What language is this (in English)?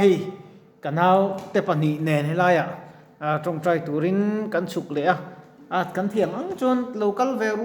Mizo